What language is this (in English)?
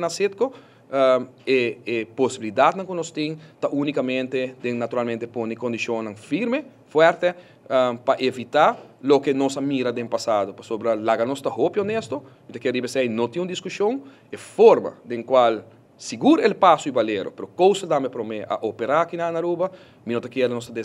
Papiamento